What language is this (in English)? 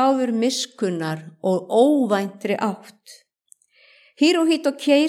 Icelandic